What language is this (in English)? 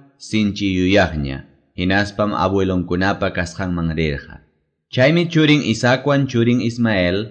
Quechua